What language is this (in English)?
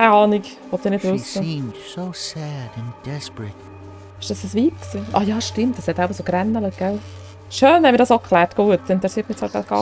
Swiss German